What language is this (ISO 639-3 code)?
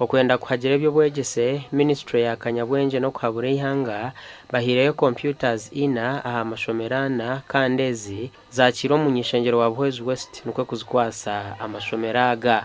nyn